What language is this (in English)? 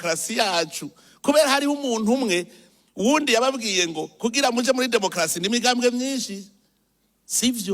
Rundi